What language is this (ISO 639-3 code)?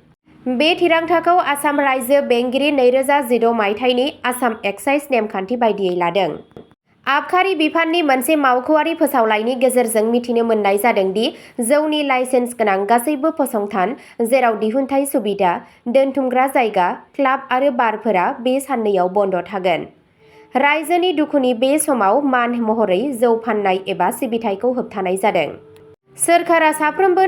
brx